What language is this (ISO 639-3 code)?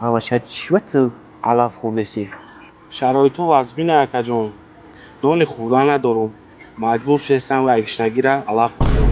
tgk